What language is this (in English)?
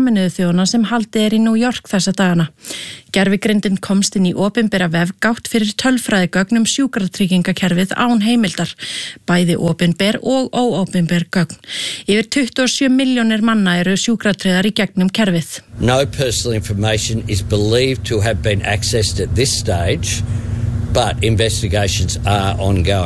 Icelandic